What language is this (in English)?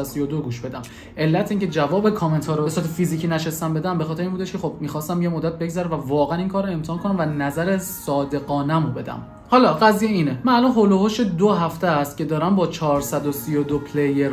Persian